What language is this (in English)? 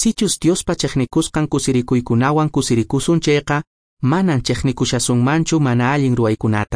Quechua